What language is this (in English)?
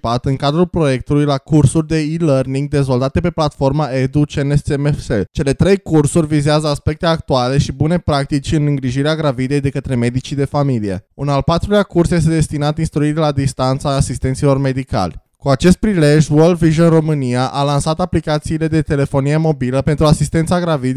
Romanian